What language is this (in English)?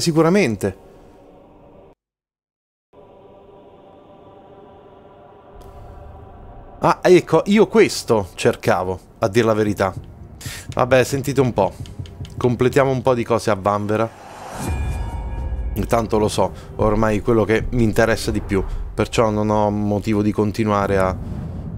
Italian